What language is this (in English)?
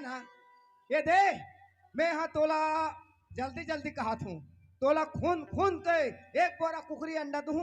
Chhattisgarhi